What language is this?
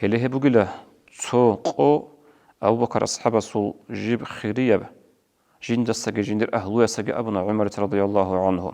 Avaric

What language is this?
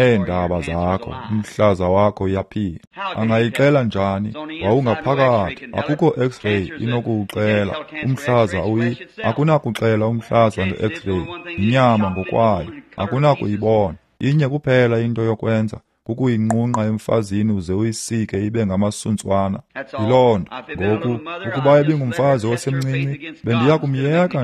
Xhosa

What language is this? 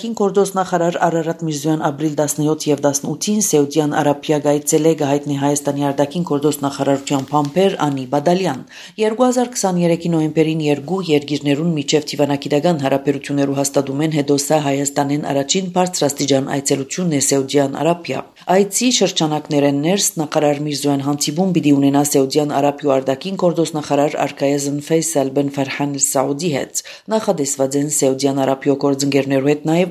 Armenian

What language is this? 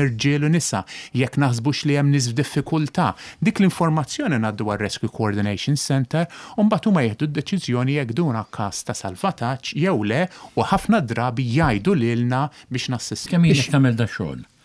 Maltese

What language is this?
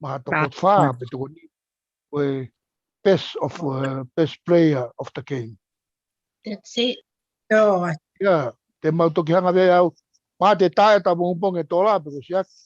Tongan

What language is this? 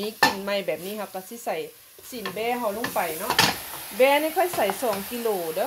Lao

